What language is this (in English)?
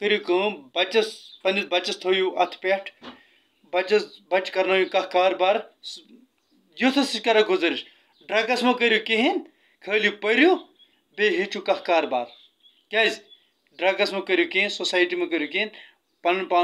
Kashmiri